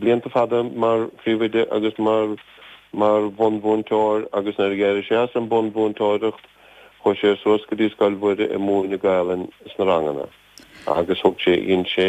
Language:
Irish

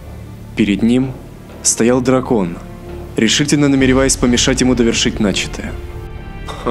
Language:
Russian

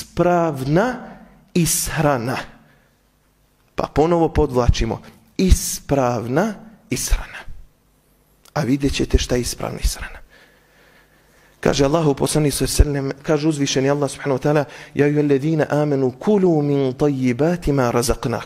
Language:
Bosnian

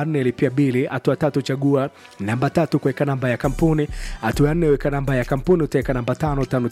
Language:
Swahili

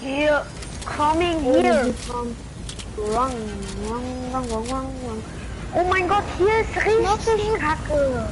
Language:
Bavarian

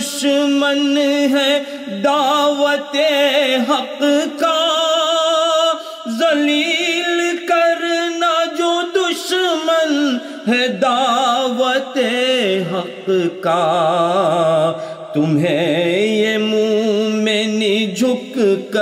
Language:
Urdu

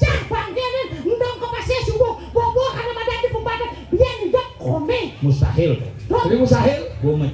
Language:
Balinese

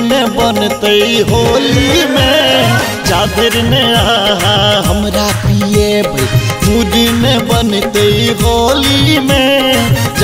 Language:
Maithili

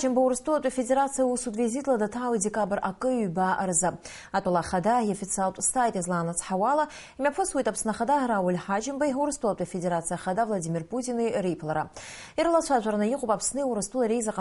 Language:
Abkhazian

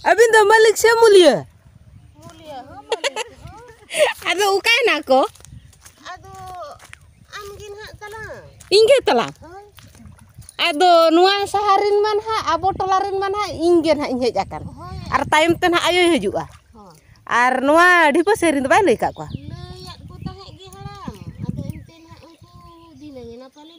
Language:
Santali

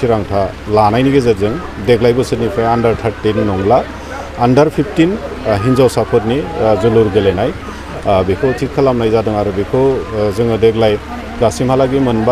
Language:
Bodo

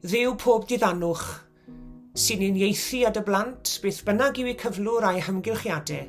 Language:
Welsh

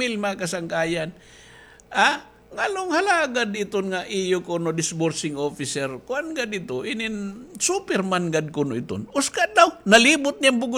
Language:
Waray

